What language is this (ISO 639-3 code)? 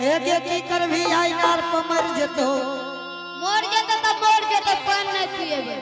anp